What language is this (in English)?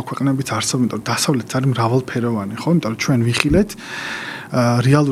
Georgian